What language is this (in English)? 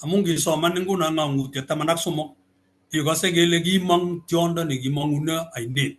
Kalenjin